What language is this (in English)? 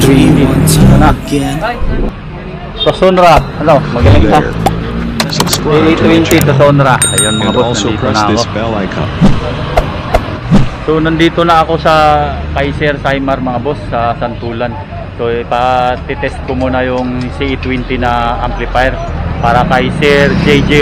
Filipino